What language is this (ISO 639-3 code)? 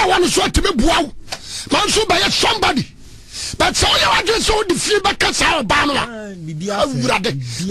aka